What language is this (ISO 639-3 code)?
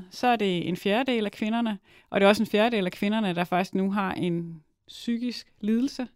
dan